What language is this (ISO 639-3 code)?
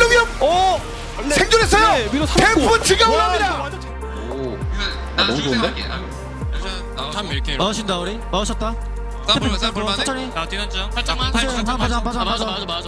kor